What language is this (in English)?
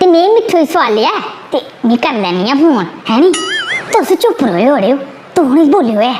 Dogri